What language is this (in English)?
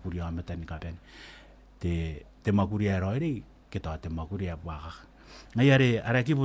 Gilbertese